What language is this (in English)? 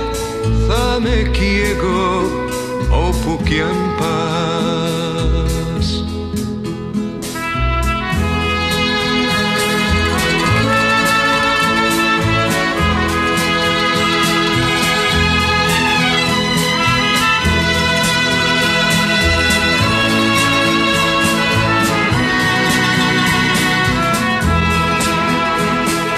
Greek